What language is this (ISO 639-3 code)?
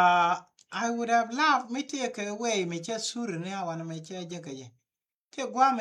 nus